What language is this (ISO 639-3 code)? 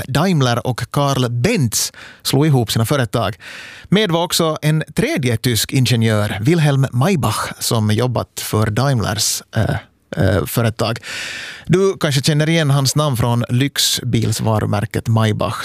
swe